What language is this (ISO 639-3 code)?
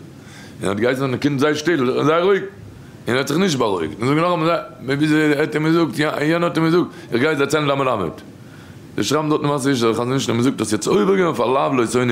yid